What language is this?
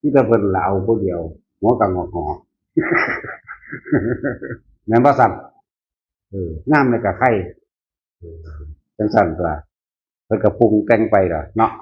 Northeastern Thai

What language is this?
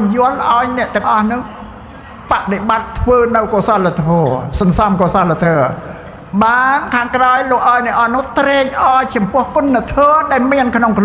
Khmer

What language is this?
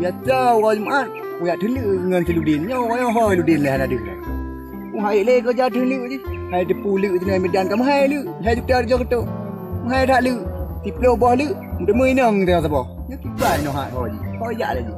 Achinese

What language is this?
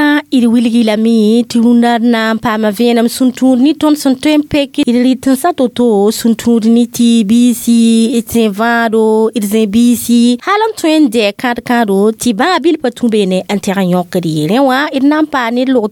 Mossi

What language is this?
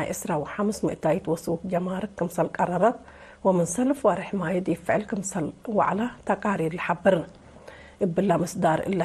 Tigre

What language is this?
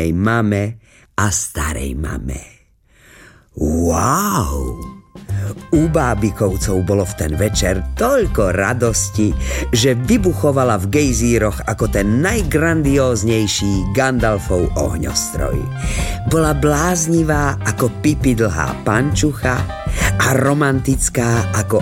Slovak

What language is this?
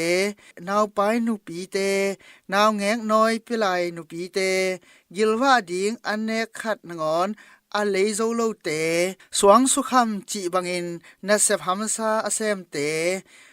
Tedim Chin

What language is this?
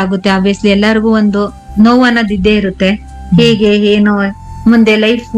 Kannada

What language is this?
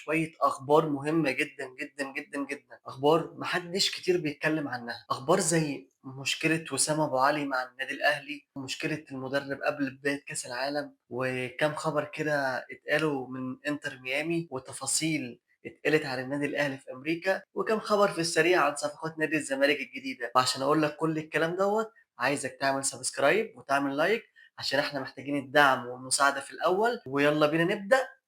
Egyptian Arabic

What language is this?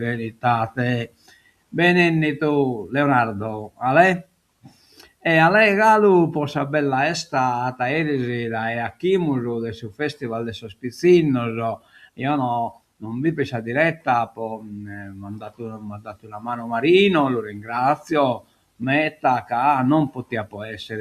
Sardinian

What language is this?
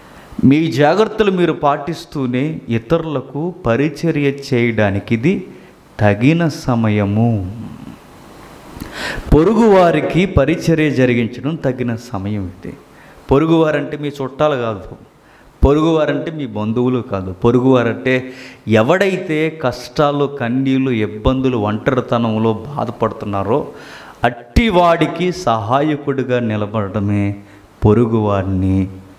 Telugu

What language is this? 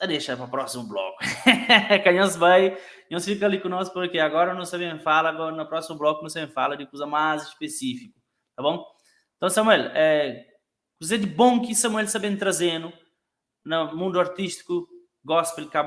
Kabuverdianu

